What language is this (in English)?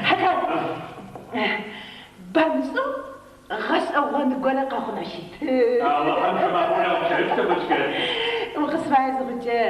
Adyghe